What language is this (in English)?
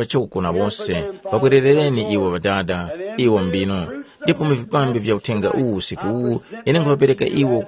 Tumbuka